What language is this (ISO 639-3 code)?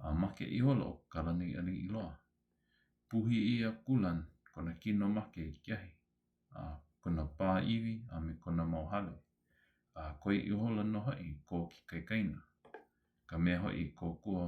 haw